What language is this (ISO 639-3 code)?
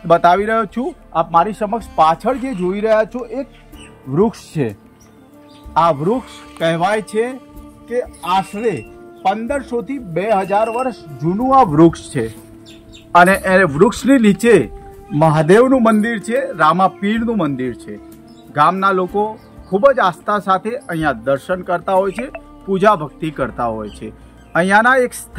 guj